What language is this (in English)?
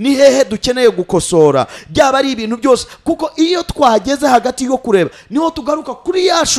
Kinyarwanda